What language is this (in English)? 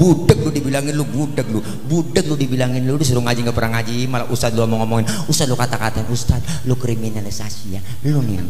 Betawi